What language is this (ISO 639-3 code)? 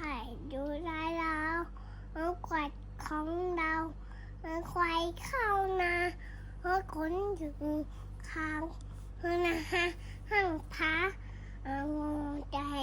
tts